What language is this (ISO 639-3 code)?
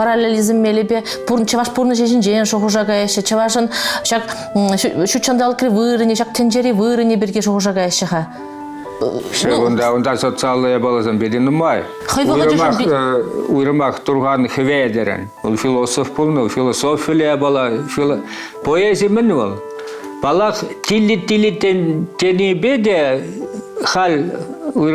chv